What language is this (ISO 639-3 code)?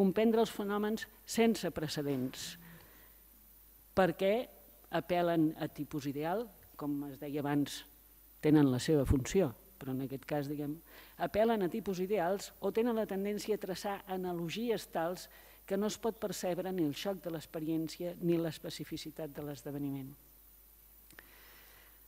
cat